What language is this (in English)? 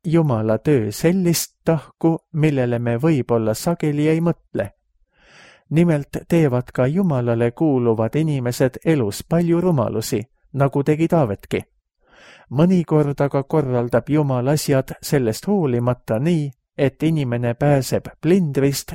Estonian